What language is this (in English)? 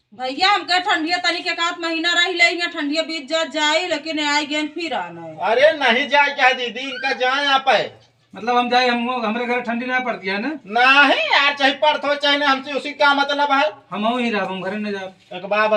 Awadhi